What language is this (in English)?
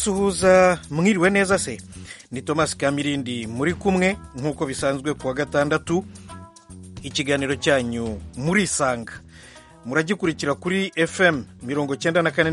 Kinyarwanda